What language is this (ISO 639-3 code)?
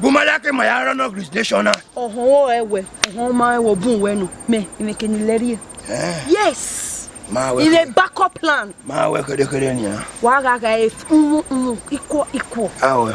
bin